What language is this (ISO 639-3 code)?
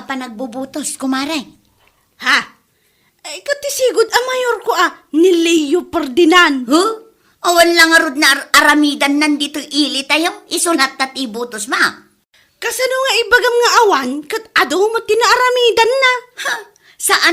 ilo